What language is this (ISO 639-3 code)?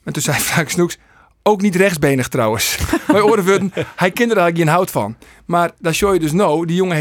fry